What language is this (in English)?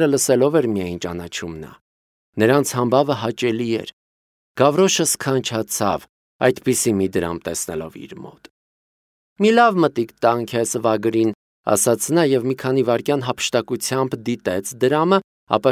Armenian